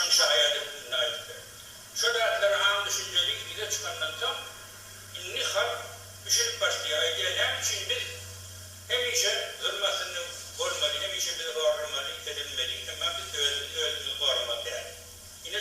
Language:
Turkmen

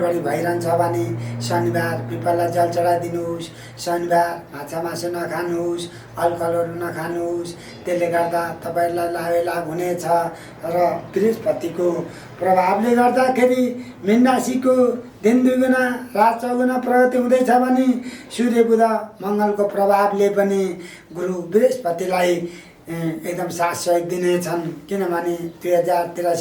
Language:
Nepali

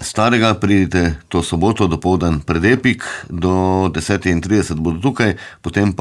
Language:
Slovenian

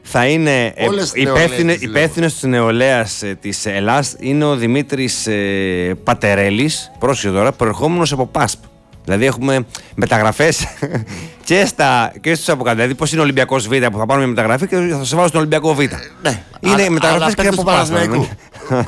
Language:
Greek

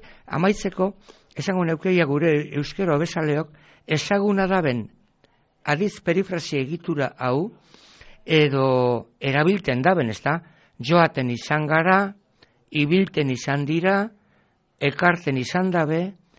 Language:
Basque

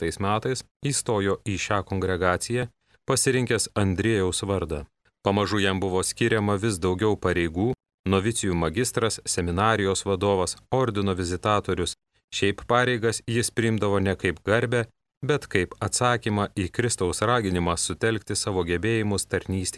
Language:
Lithuanian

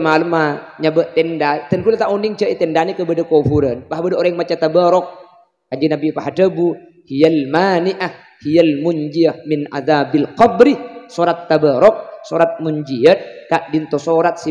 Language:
Madurese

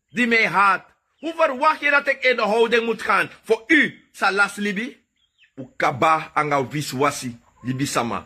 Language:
Sranan Tongo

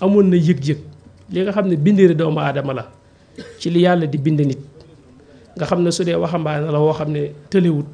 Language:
Wolof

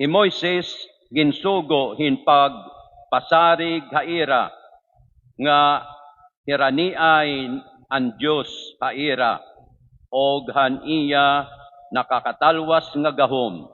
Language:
Waray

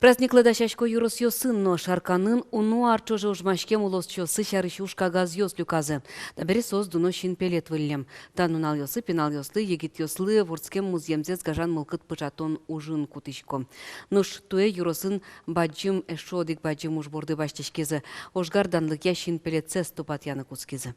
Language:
Udmurt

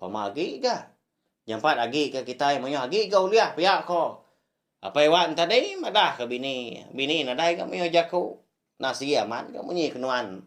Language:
Iban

